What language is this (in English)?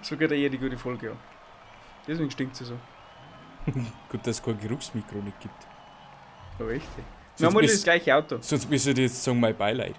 Bavarian